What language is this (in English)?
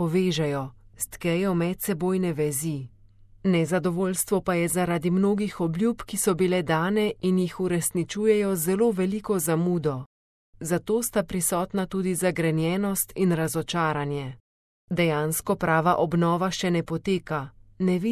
Slovenian